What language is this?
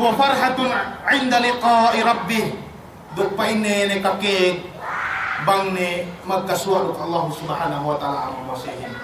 Yakan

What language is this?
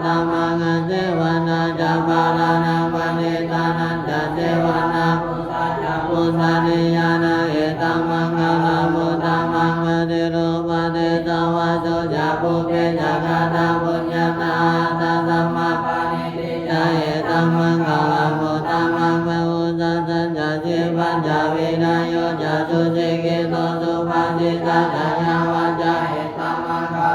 Pali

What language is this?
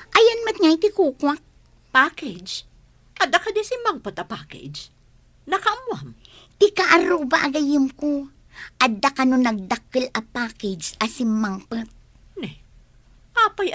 Iloko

